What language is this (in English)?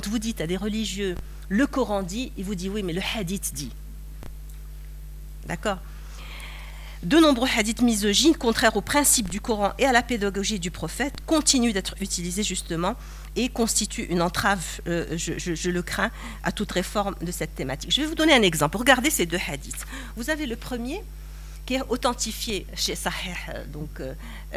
French